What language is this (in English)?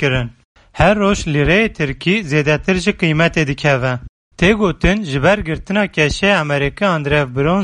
Kurdish